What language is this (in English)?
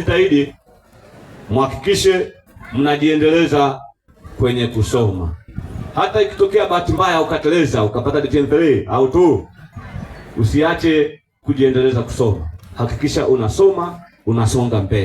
Swahili